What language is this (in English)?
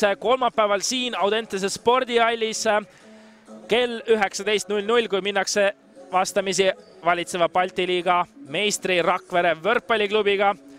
Estonian